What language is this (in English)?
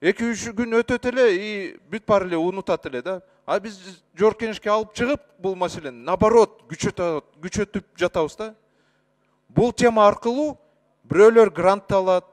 Kyrgyz